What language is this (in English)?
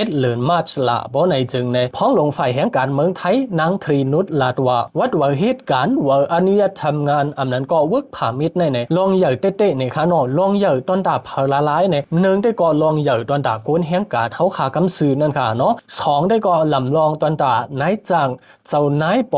Shan